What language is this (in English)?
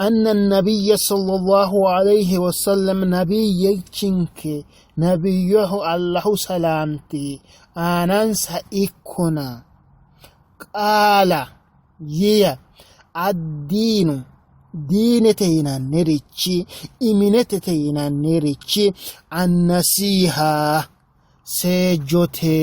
Sidamo